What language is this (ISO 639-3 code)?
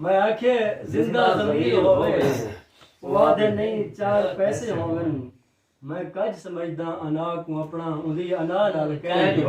skr